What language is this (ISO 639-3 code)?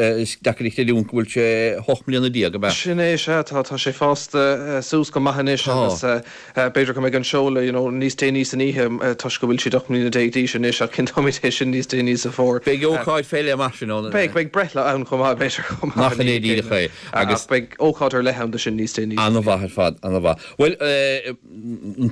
gle